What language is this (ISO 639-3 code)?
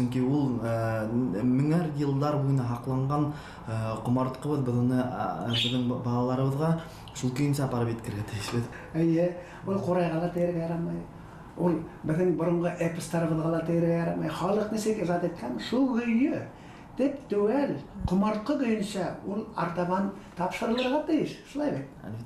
bak